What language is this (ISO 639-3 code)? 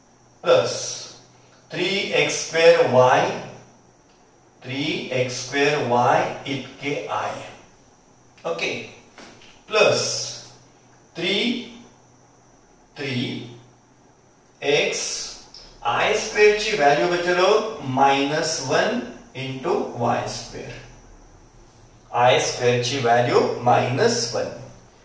mar